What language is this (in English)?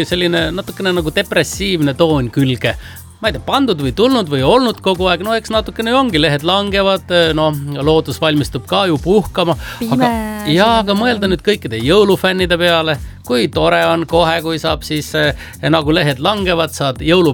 Estonian